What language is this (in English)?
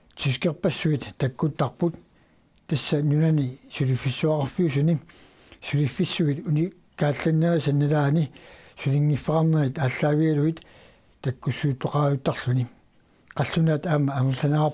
Kalaallisut